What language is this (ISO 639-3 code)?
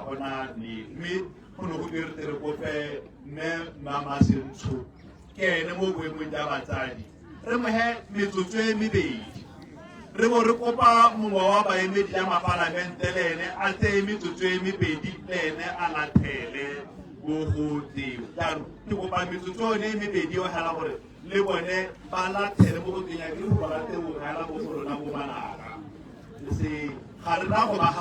tsn